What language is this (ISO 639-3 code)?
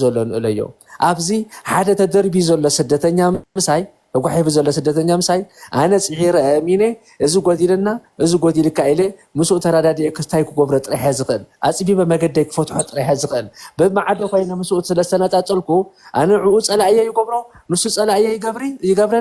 tir